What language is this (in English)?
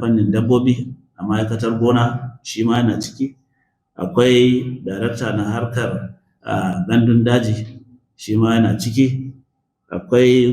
Hausa